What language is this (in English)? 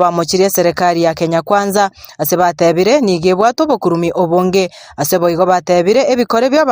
Gusii